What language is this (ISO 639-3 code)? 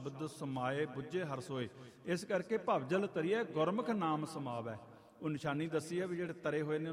pan